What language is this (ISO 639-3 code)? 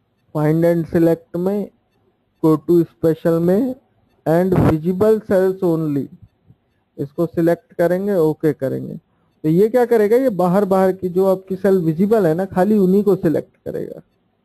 hin